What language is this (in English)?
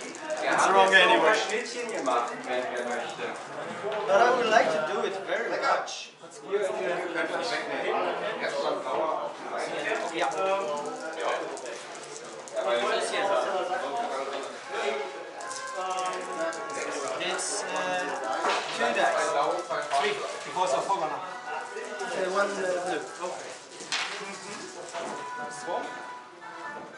German